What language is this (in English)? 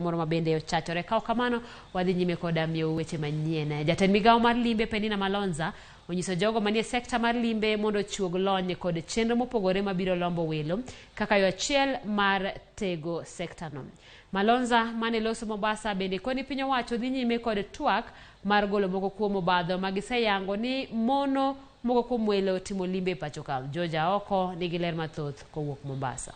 Luo (Kenya and Tanzania)